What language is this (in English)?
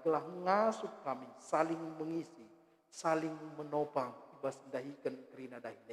Batak Karo